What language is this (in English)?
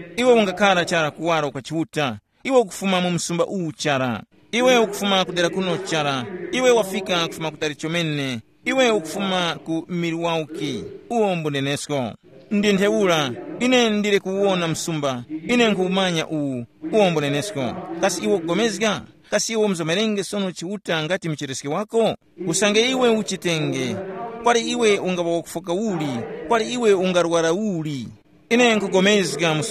Tumbuka